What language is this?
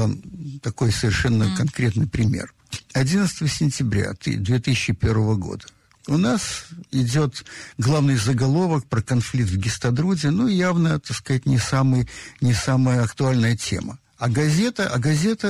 Russian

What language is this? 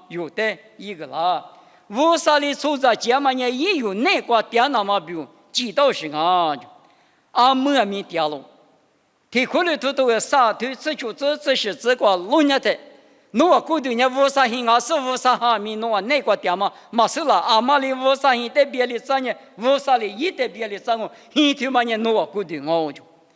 Lisu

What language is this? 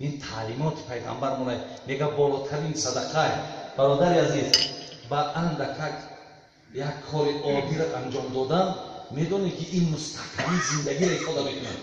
Tajik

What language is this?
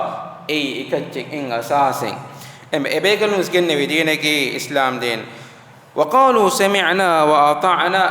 Divehi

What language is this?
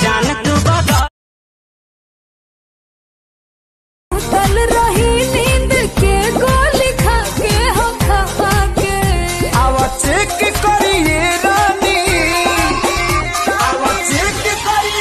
Bhojpuri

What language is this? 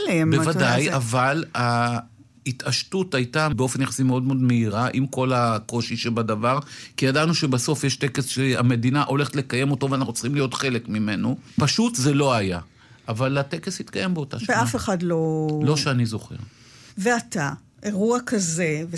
Hebrew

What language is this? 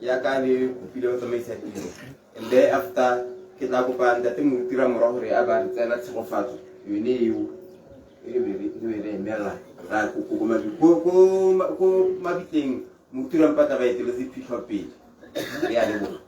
Tswana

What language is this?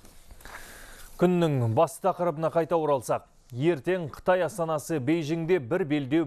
Kazakh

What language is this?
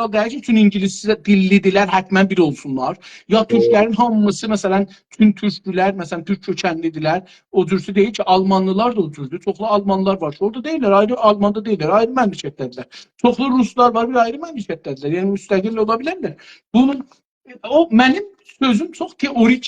South Azerbaijani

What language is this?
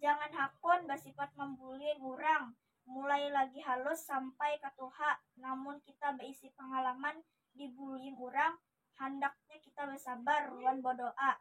Banjar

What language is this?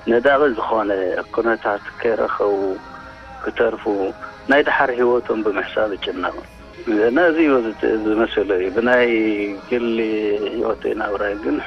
Tigrinya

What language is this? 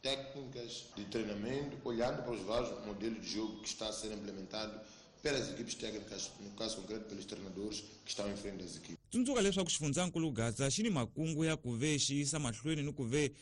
Tsonga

